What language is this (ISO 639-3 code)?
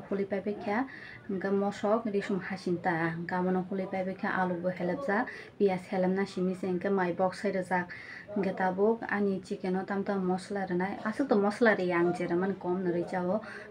trp